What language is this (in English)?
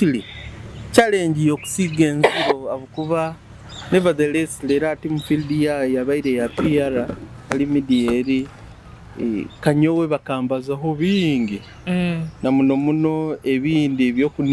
Nyoro